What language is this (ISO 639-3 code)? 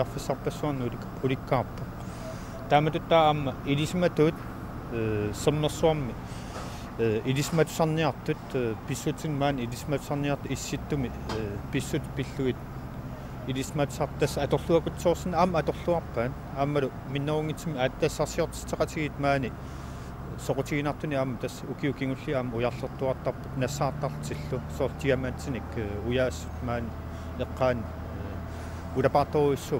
kal